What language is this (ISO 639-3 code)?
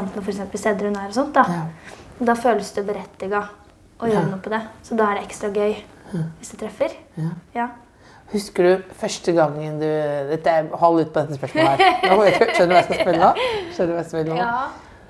nor